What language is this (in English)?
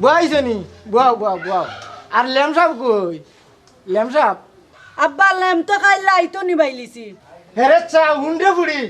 Sylheti